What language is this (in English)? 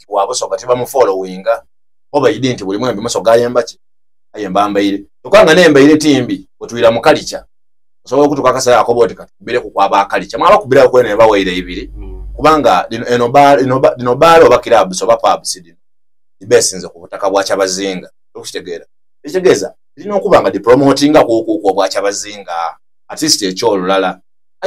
Soga